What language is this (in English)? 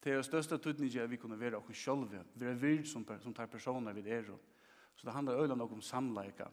Faroese